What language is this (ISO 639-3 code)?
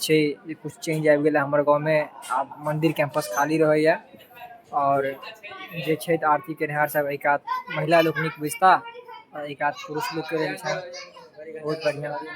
mai